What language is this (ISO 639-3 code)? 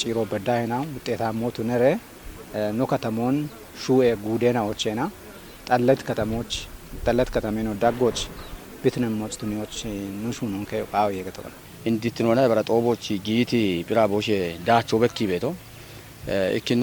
kbr